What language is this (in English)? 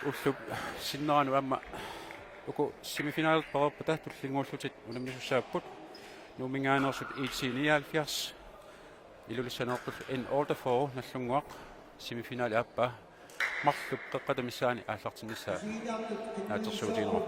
Kalaallisut